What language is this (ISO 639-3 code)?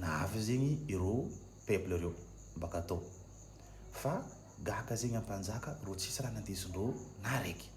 mlg